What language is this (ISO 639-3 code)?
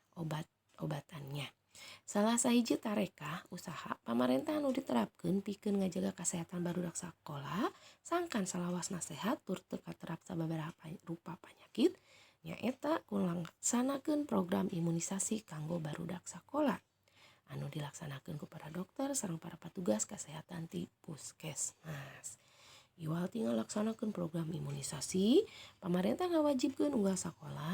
sun